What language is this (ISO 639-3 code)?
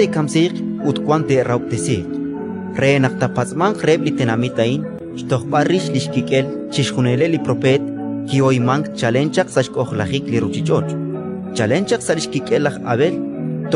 kek